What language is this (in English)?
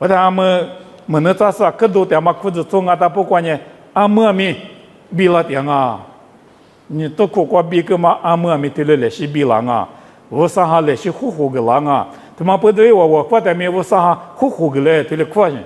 Lisu